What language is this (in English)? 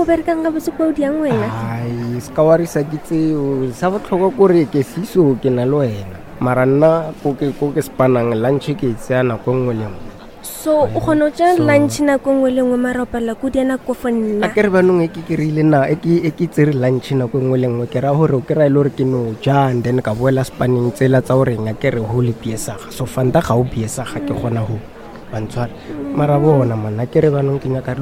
Northern Sotho